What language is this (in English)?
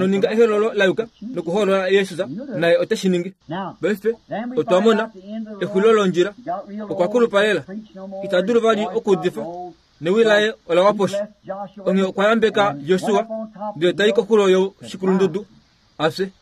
Kuanyama